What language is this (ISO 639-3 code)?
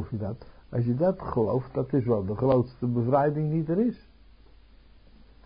nld